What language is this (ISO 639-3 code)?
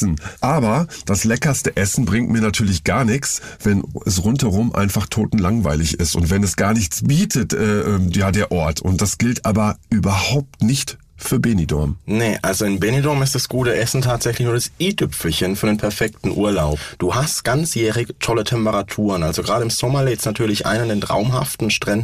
deu